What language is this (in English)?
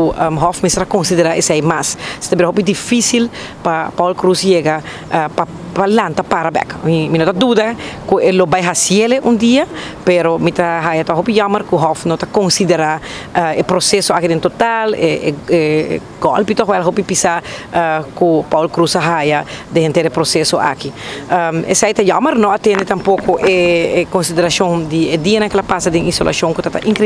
Papiamento